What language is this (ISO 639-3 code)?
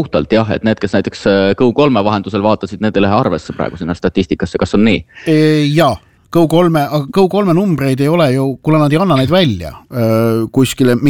est